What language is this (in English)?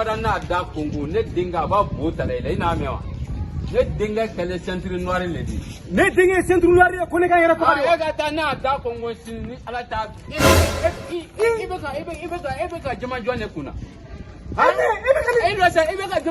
Bambara